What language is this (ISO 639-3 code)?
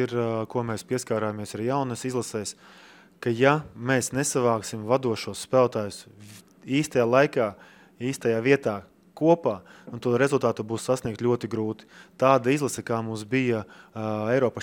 lav